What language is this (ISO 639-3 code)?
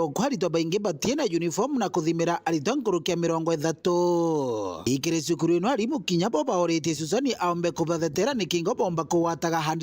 mer